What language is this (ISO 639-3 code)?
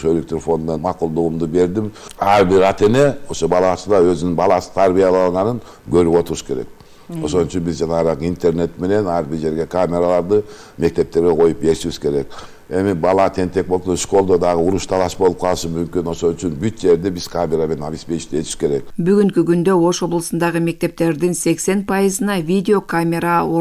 kir